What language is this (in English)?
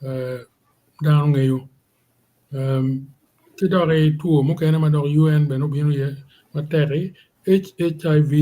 Acoli